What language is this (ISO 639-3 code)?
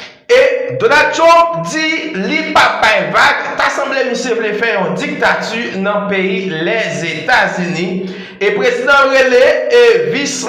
hat